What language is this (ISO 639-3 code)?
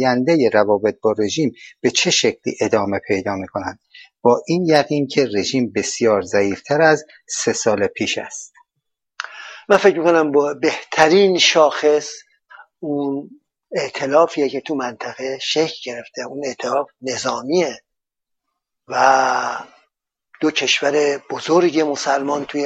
fas